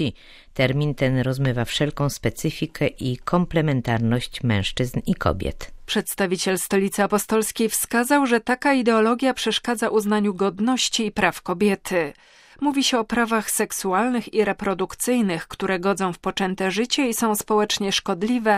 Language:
Polish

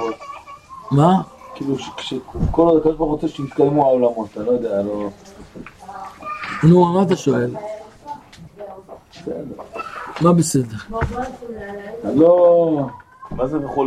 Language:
Hebrew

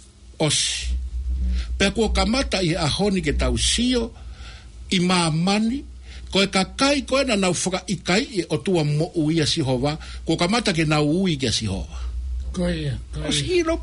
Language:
Tongan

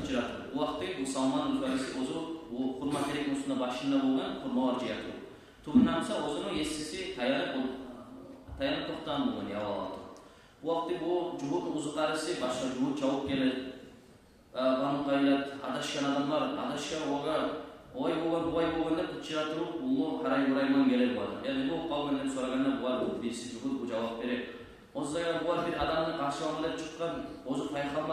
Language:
Kumyk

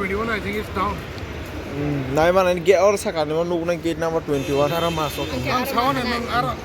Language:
Kok Borok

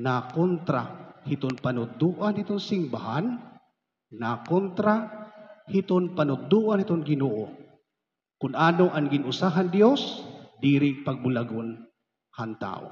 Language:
Waray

